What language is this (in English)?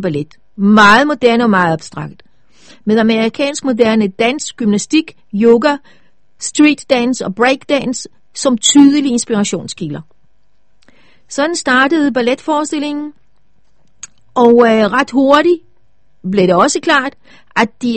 Danish